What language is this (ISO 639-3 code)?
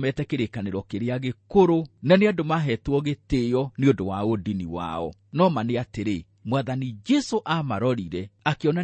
kik